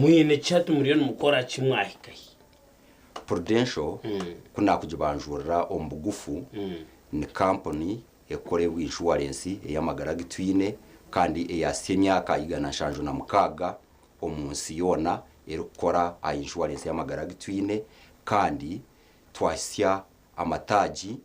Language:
Nyankole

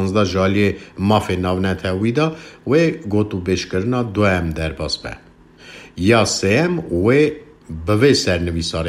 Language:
Kurdish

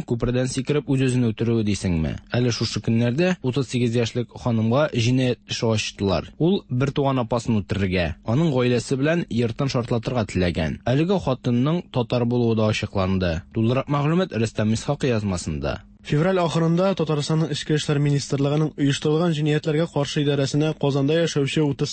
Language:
Tatar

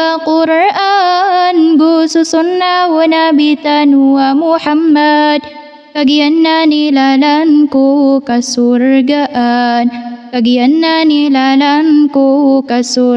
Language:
Maranao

